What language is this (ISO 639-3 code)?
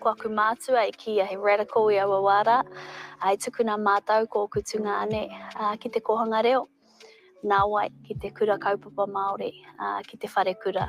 mri